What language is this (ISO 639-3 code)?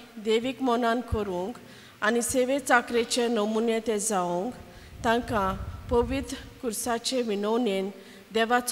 kok